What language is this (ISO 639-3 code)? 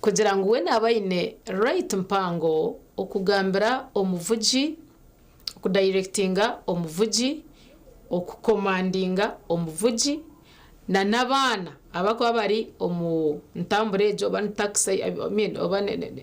nyn